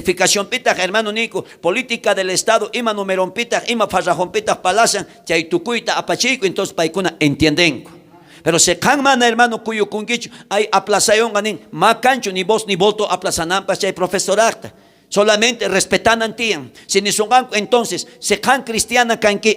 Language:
South Bolivian Quechua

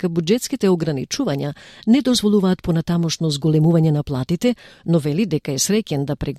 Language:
Macedonian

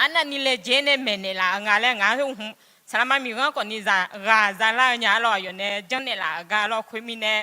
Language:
Akha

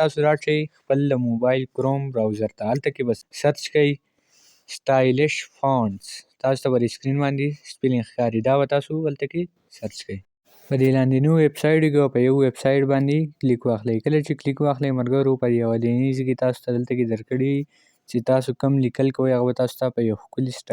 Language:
Pashto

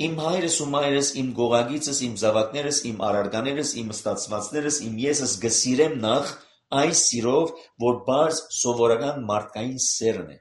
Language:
Armenian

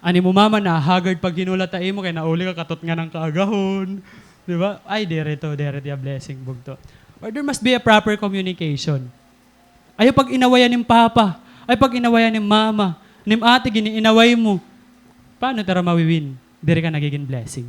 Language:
Waray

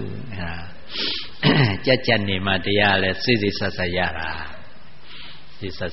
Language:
Burmese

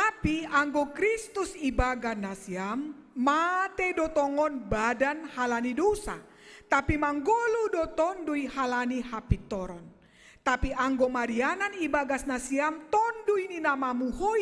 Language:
Batak Simalungun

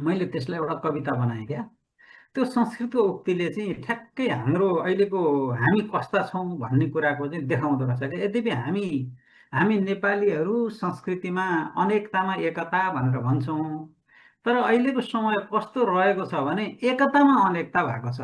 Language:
Nepali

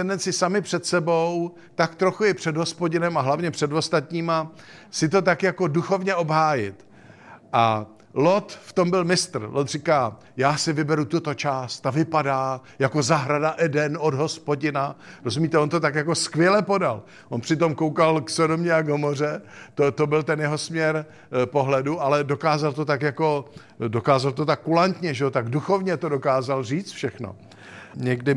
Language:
Czech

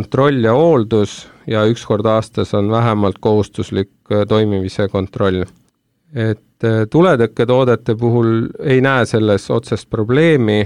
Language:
Estonian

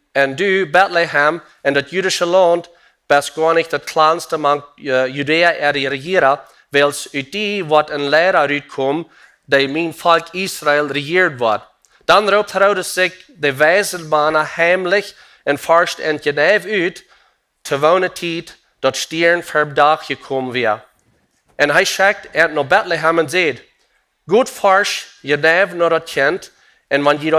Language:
Plautdietsch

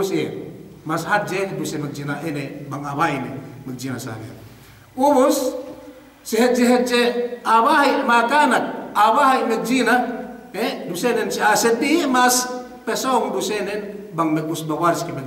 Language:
Yakan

